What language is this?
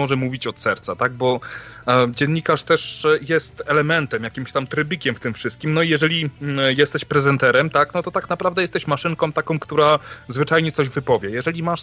Polish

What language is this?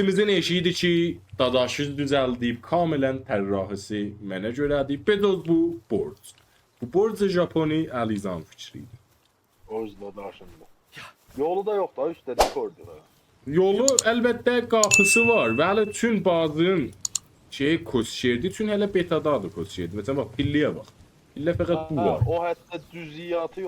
South Azerbaijani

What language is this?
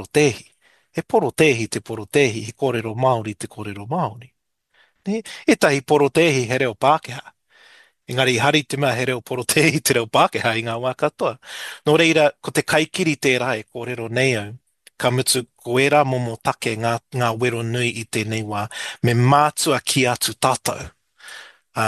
Māori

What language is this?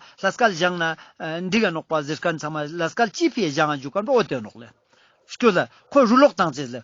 Ladakhi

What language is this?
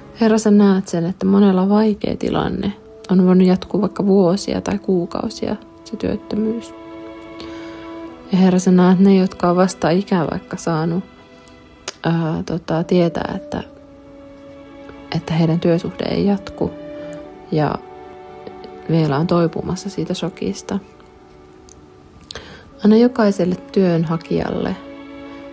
Finnish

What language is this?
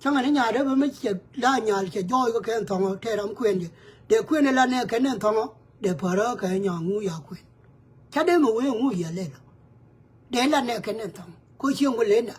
Nuer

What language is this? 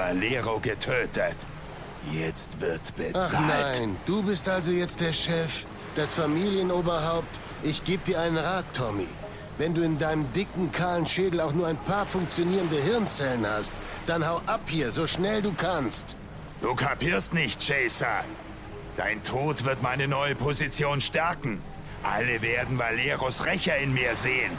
Bavarian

